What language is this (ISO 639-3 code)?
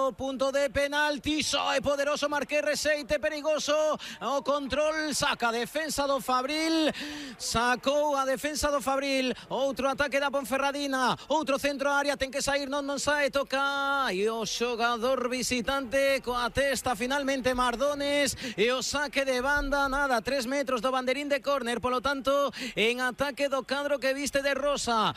glg